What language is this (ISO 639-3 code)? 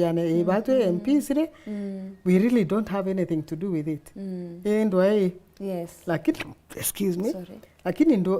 mer